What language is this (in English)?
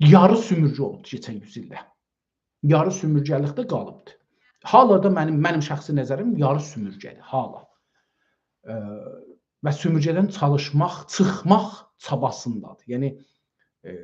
South Azerbaijani